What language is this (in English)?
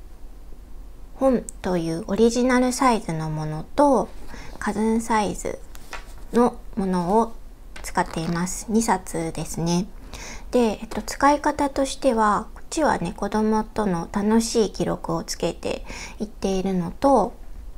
Japanese